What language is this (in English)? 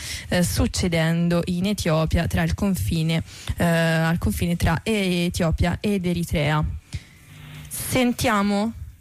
Italian